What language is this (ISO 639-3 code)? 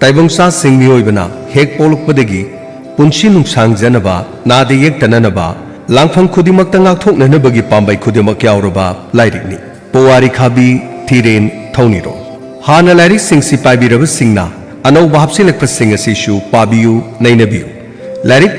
mni